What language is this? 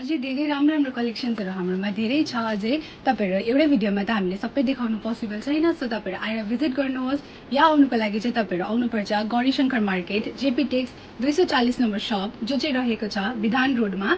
Nepali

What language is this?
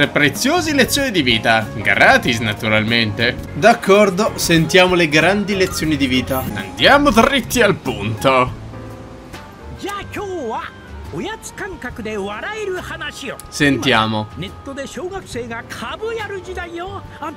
Italian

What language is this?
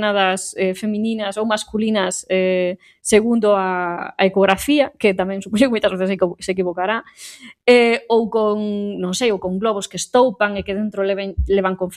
Galician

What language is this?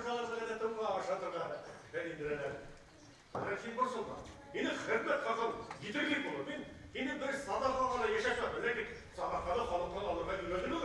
Bashkir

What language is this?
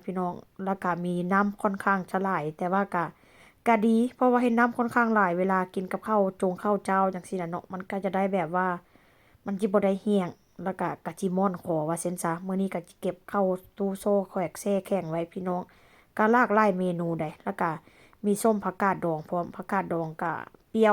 Lao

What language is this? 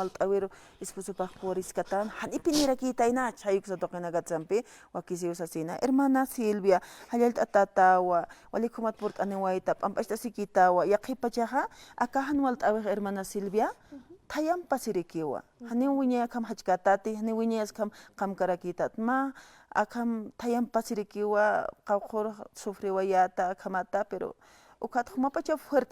Aymara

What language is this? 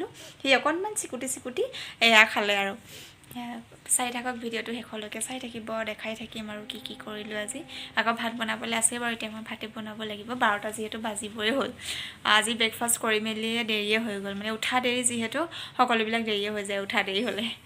Assamese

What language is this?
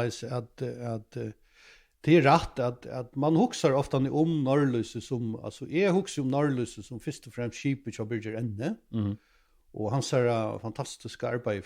Faroese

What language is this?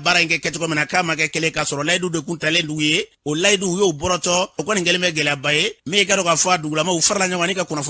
Bambara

